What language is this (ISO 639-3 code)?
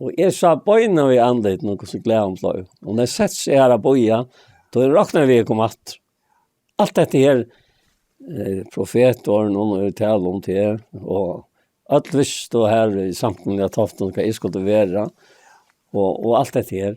fao